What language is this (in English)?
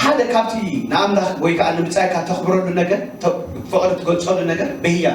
Tigrinya